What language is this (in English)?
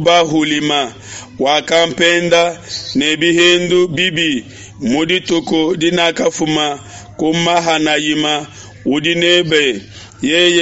Luba-Lulua